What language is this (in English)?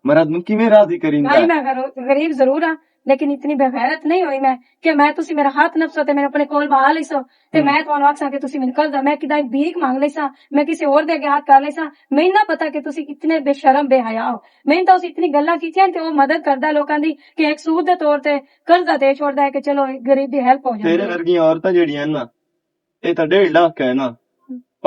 Western Panjabi